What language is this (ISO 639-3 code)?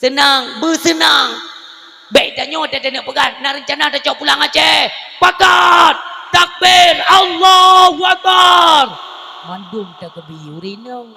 ace